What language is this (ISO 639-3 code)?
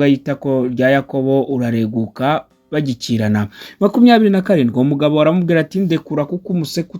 kin